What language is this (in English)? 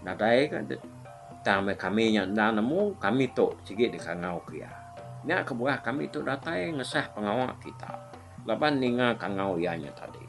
Iban